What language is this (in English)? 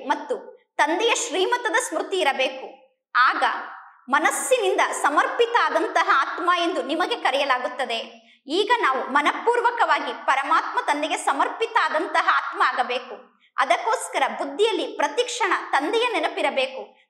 Kannada